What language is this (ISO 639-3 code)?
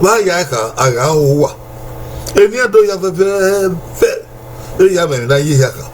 bin